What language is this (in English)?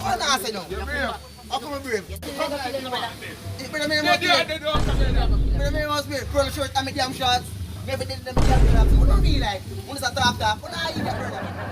Jamaican Creole English